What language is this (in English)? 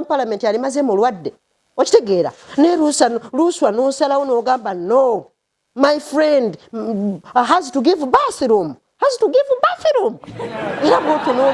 Ganda